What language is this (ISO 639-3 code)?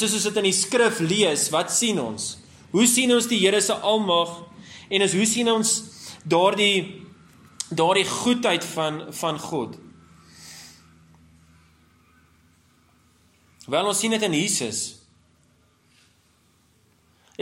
afr